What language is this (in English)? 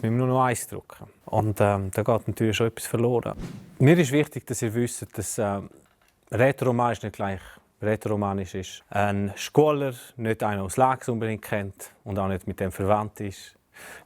Swiss German